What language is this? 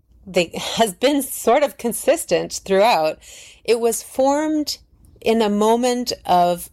English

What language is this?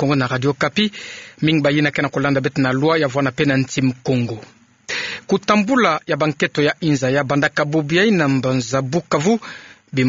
Kituba (Democratic Republic of Congo)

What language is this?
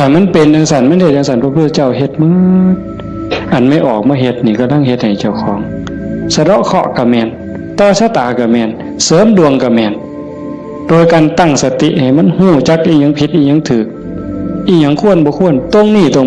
Northeastern Thai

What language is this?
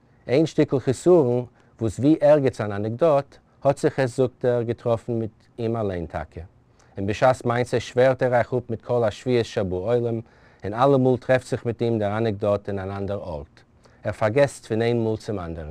Yiddish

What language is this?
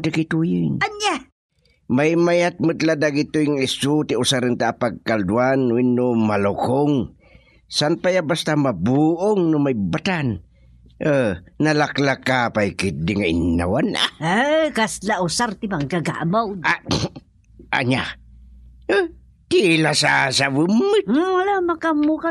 Iloko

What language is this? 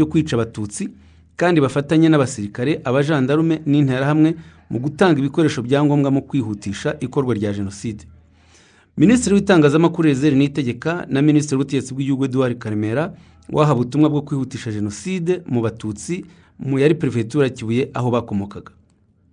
Kinyarwanda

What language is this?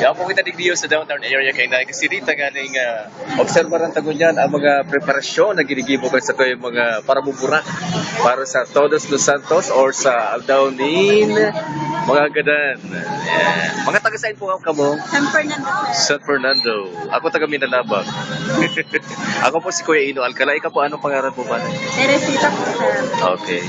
Bikol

